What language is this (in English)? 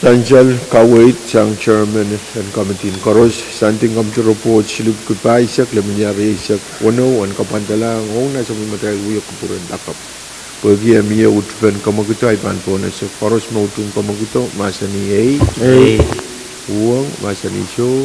Pohnpeian